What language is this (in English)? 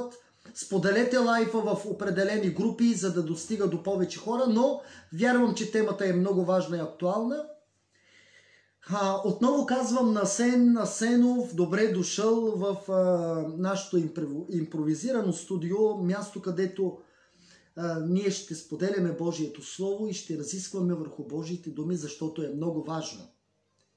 Bulgarian